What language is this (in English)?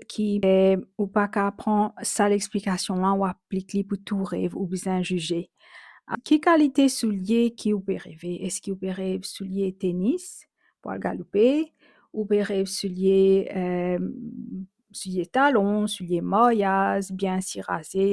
Morisyen